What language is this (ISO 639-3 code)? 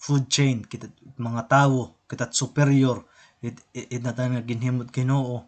war